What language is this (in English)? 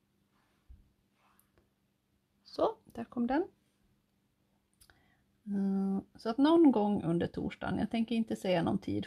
Swedish